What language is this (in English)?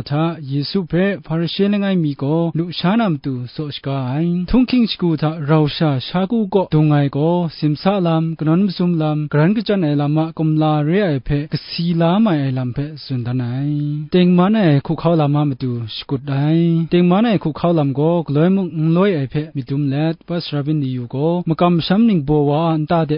Kachin